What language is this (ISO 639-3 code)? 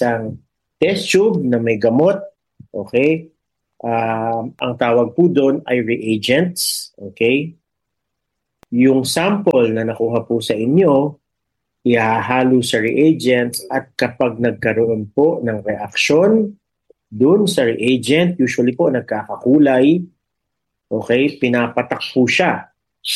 fil